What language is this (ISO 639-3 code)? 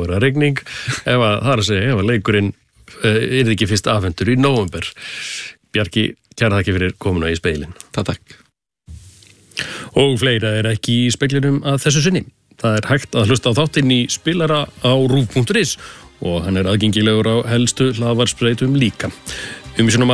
isl